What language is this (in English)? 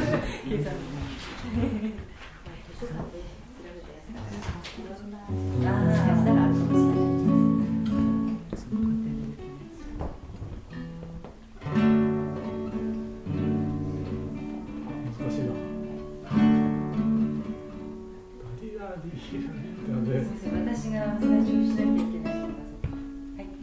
Japanese